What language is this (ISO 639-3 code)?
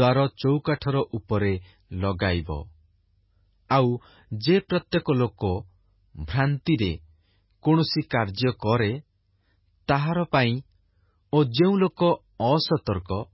ori